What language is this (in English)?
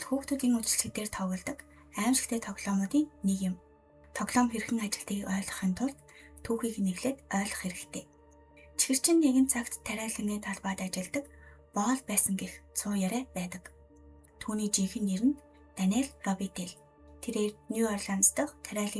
Mongolian